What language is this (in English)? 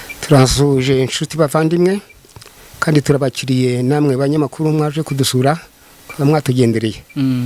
Kinyarwanda